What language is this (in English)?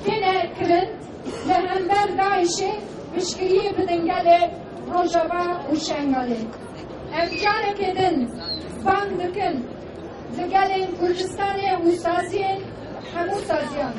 Kurdish